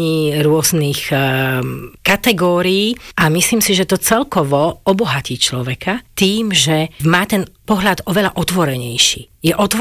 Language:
Slovak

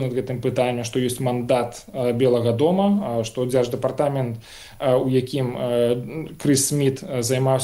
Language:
Belarusian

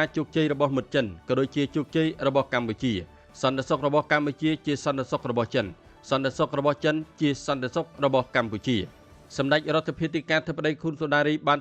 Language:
Khmer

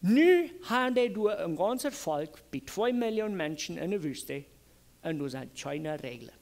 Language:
Plautdietsch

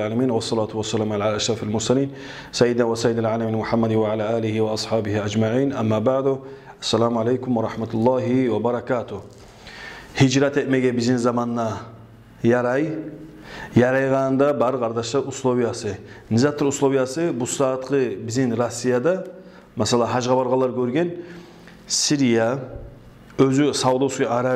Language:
Kumyk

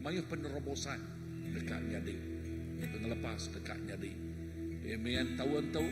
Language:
Iban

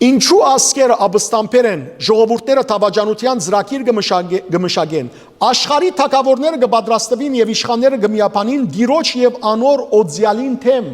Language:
Western Armenian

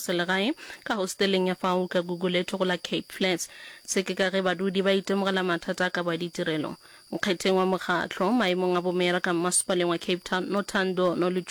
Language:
Northern Sotho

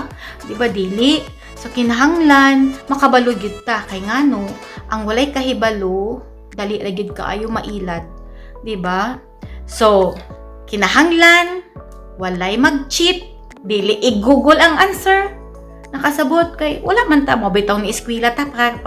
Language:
Cebuano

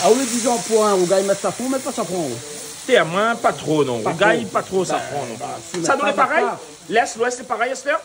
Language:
Réunion Creole French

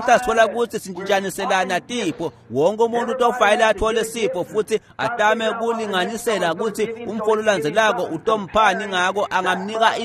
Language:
Swati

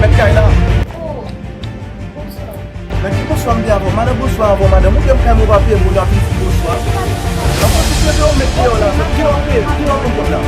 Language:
Haitian Creole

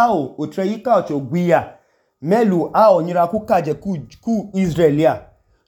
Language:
Idoma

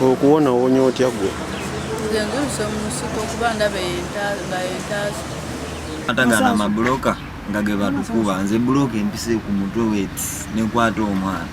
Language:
Ganda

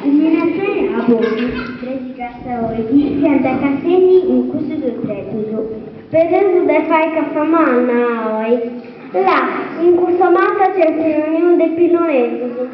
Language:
Sardinian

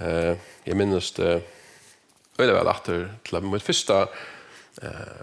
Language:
Faroese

